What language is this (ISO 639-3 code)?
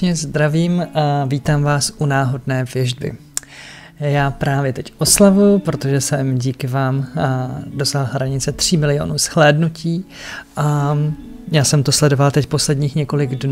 ces